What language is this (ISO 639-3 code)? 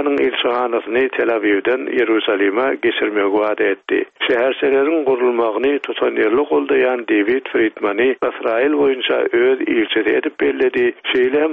tuk